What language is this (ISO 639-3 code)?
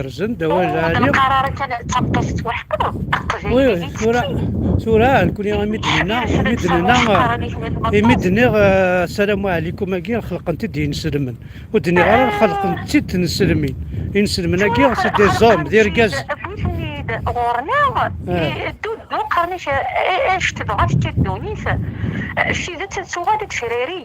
kab